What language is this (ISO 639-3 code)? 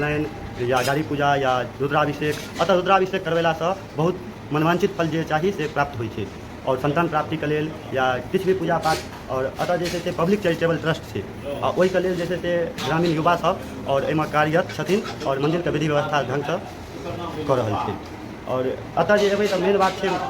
mai